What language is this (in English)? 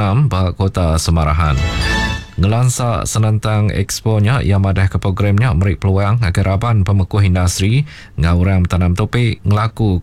Iban